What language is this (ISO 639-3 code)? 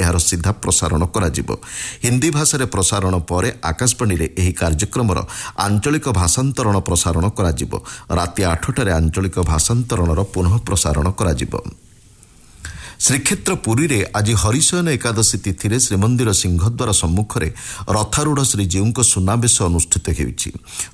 ori